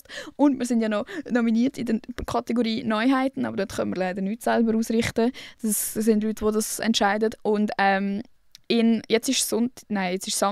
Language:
Swiss German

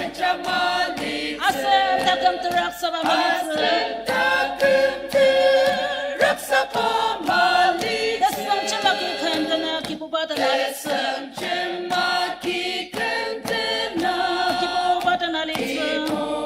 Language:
Ao Naga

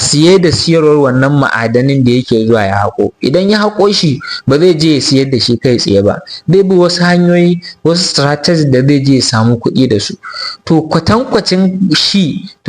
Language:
Hausa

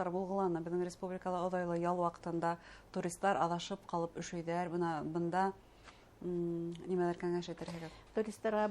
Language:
Bashkir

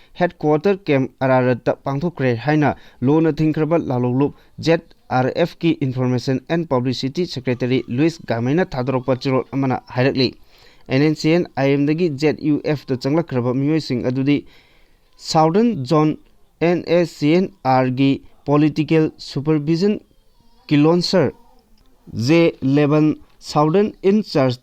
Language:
Manipuri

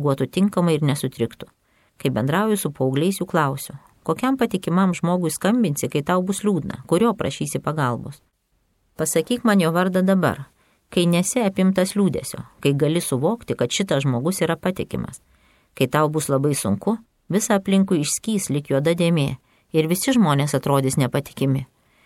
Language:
Lithuanian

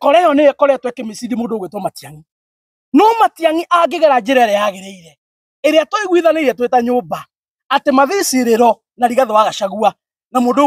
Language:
Kikuyu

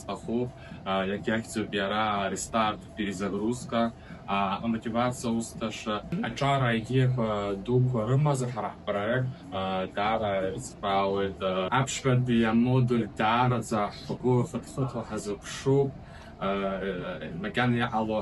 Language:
Abkhazian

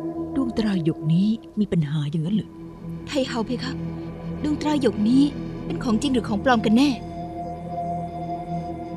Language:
Thai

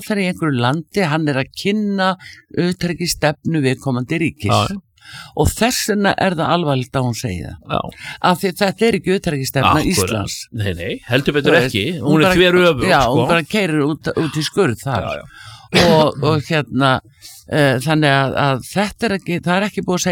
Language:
Icelandic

